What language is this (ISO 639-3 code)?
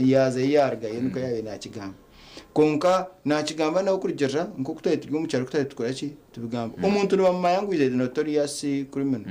nyn